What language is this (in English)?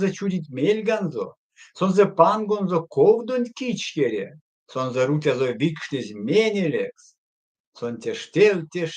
Erzya